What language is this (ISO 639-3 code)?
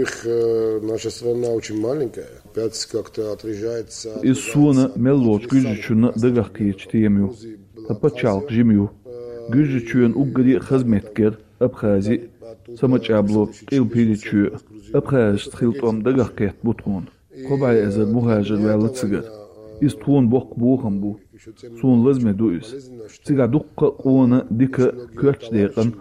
che